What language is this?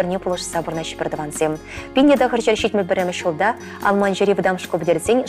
Chuvash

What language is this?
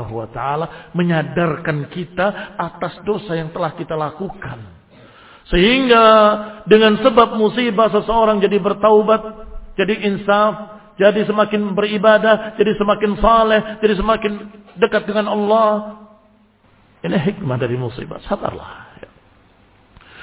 Indonesian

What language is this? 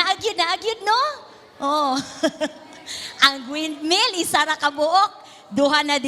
Cebuano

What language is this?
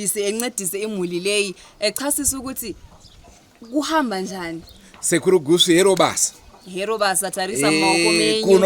Shona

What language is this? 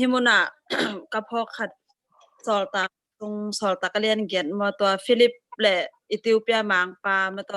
Tedim Chin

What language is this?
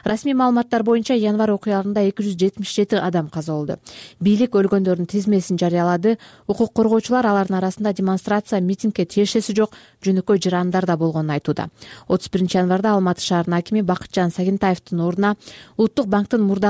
Kyrgyz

